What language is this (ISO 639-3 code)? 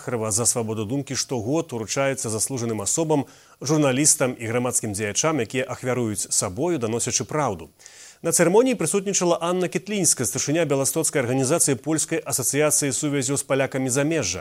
bel